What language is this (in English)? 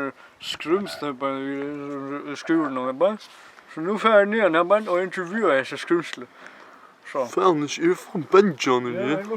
Faroese